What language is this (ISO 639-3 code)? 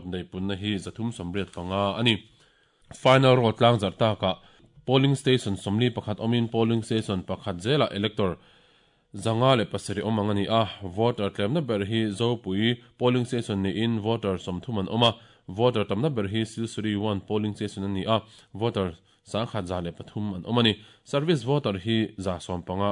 lus